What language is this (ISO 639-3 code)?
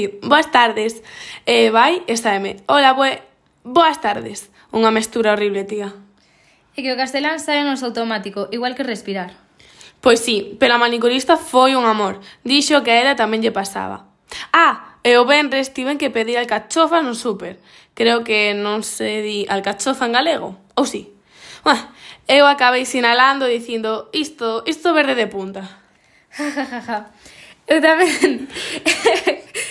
glg